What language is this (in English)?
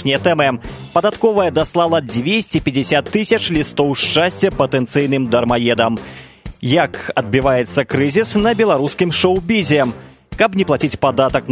Belarusian